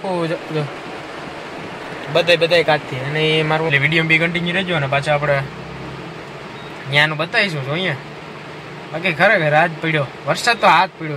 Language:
Gujarati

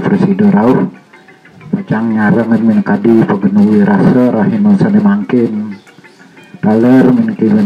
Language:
Balinese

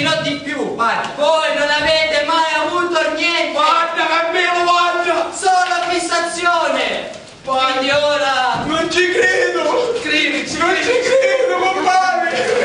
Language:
Sicilian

